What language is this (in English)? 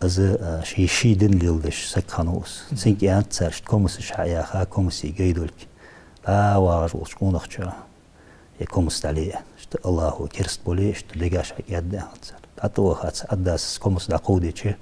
Ingush